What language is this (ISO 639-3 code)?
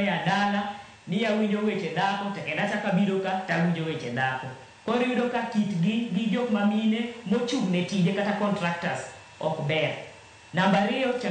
luo